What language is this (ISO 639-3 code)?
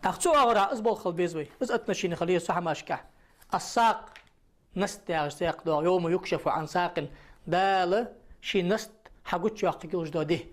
inh